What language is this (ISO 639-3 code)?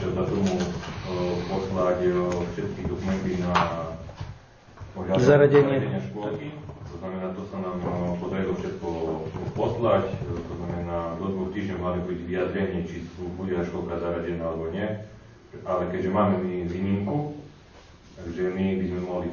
slk